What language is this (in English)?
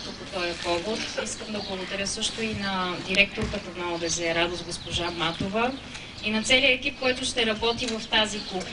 Bulgarian